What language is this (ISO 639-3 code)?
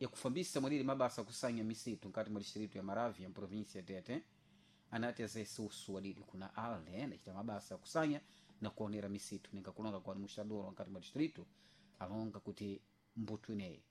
seh